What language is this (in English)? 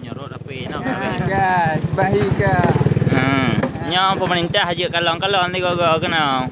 Achinese